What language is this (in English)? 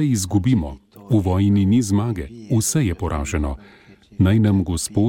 Slovenian